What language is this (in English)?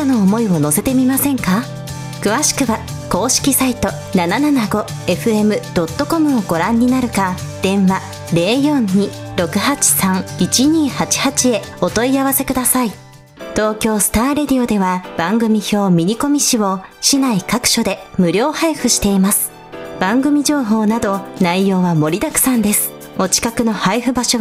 Japanese